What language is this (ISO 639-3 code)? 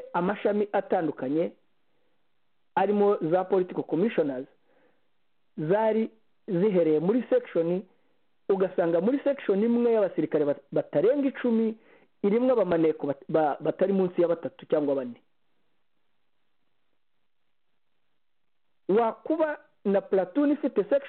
kin